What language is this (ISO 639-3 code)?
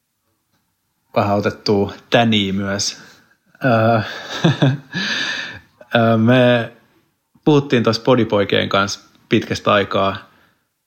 fin